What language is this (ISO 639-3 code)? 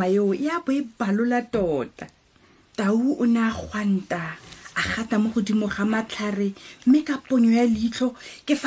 tsn